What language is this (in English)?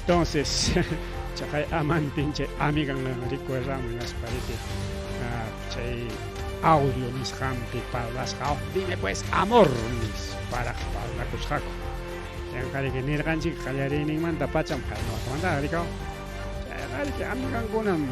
Ayacucho Quechua